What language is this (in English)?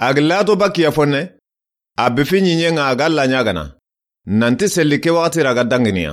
Soninke